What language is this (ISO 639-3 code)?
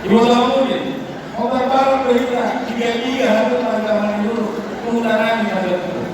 bbc